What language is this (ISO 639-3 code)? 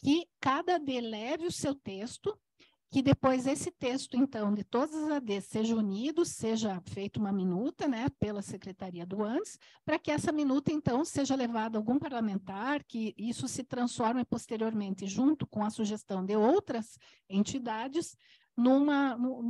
por